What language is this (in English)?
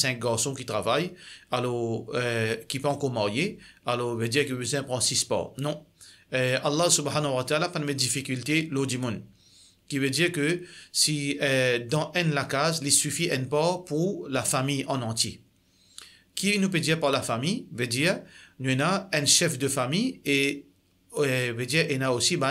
Morisyen